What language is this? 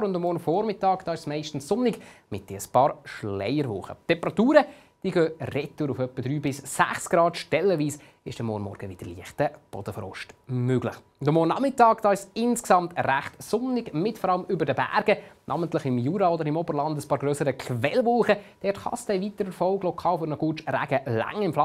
Swiss German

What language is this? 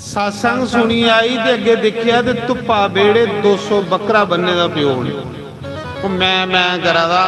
Dogri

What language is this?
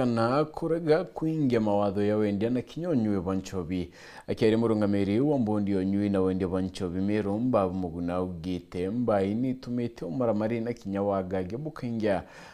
Meru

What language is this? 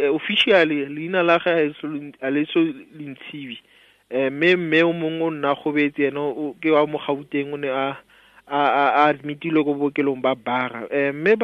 Tswana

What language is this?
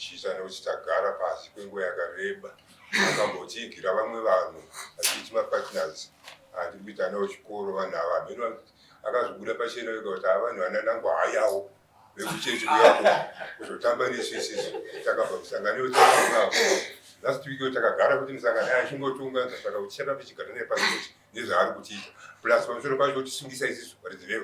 Shona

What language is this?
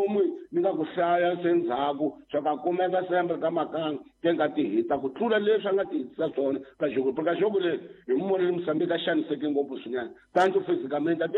Tsonga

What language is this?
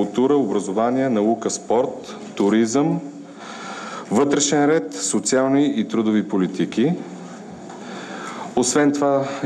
Bulgarian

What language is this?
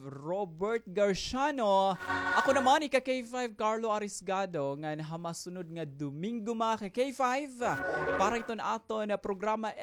Waray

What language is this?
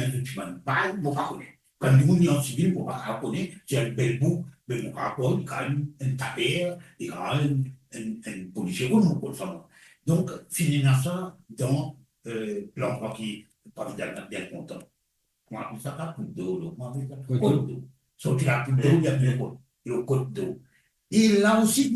Morisyen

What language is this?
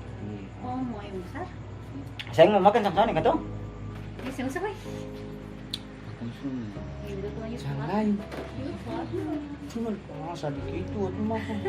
Ambonese Malay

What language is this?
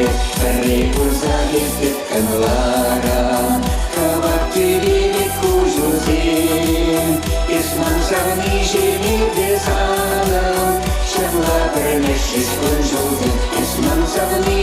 Chuvash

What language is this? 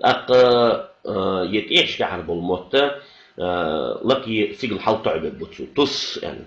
Ingush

